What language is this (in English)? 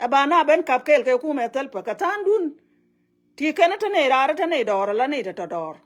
Nuer